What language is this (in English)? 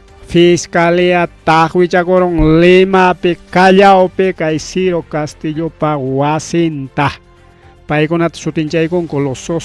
Ayacucho Quechua